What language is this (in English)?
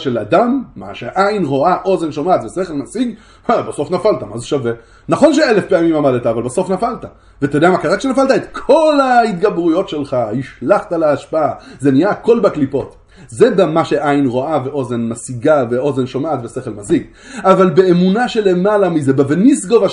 Hebrew